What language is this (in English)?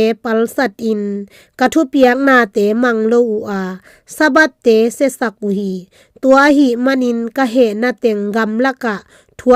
Tedim Chin